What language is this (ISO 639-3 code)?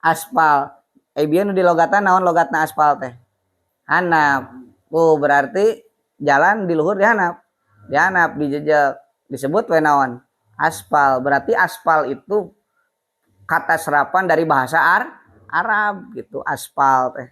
sun